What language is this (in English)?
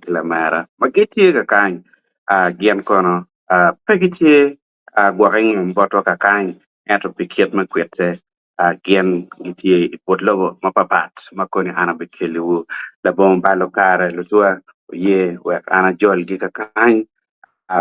Acoli